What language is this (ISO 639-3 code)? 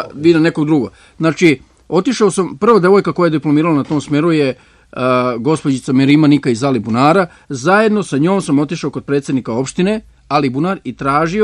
srp